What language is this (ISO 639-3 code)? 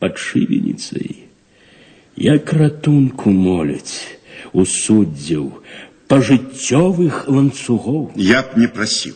bel